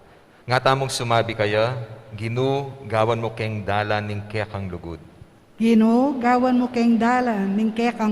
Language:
Pampanga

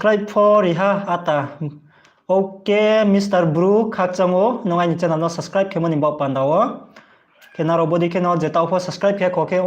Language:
Riang (India)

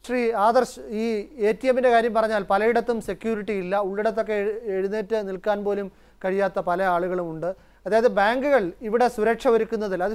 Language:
Malayalam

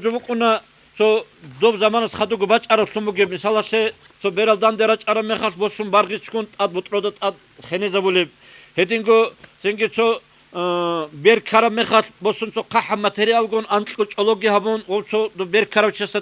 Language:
Avaric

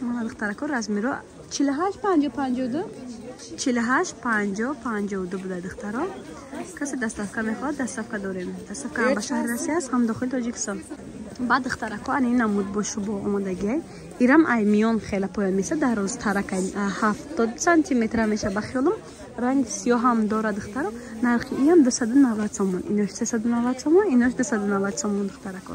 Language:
Tajik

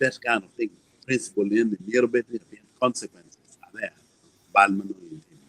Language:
Acoli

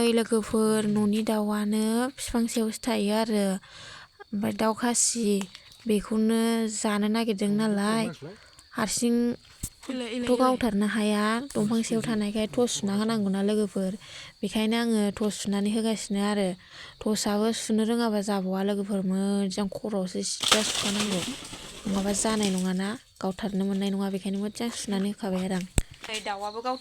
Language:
Bodo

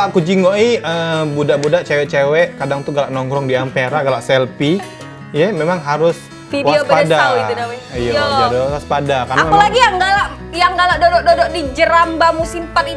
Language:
Musi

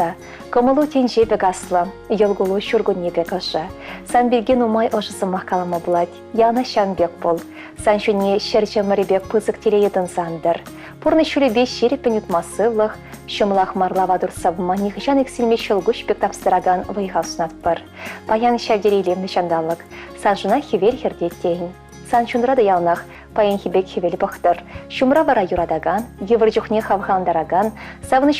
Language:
Chuvash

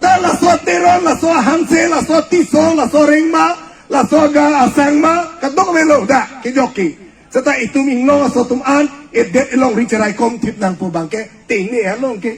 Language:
Karbi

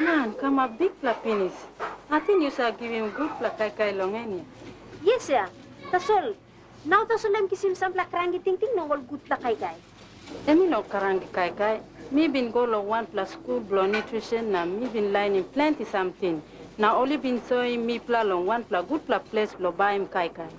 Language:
Tok Pisin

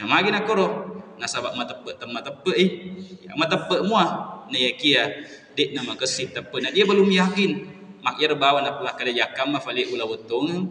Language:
Buginese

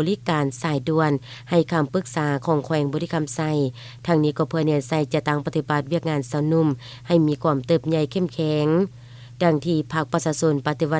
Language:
Lao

